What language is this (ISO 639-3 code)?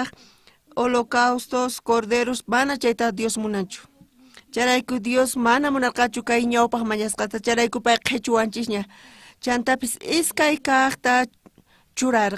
quh